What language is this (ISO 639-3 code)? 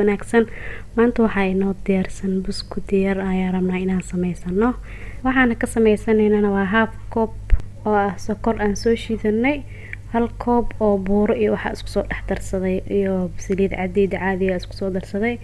som